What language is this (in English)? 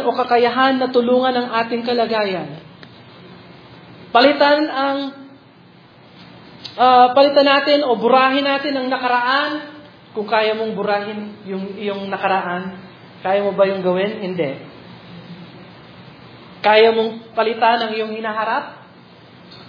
Filipino